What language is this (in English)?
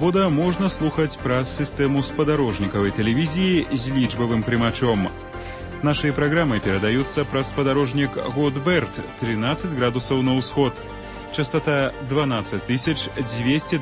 Belarusian